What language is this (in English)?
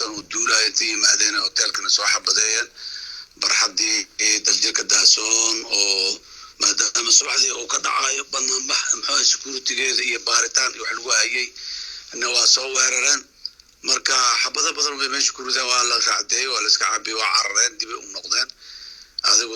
Somali